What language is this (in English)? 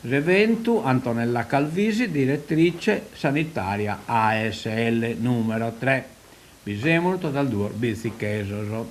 Sardinian